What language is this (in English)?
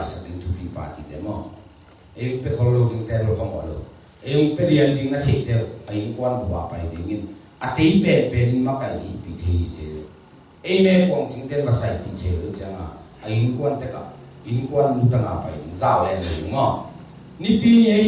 Tedim Chin